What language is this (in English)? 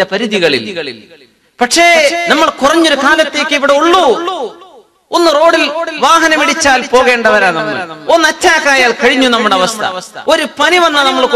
Malayalam